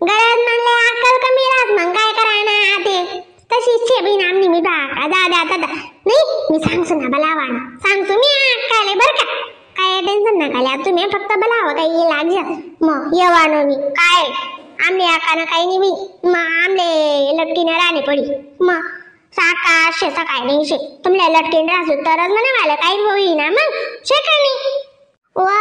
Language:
Khandesi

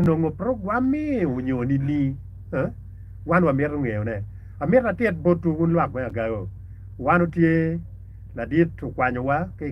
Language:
Acoli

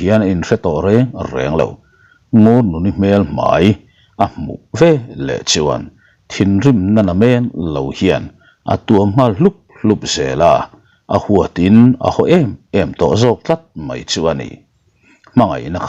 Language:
Mizo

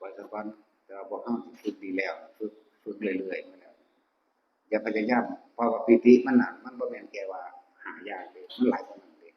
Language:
Northeastern Thai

